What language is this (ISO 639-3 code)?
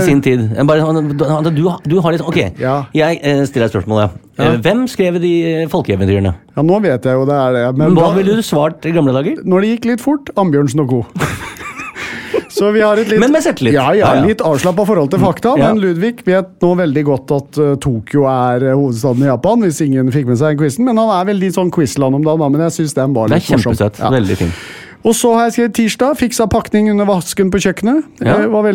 nor